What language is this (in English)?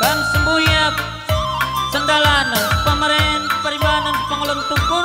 Batak Karo